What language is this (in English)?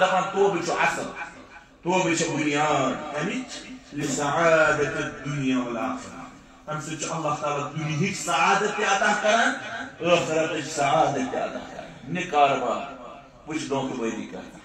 Kashmiri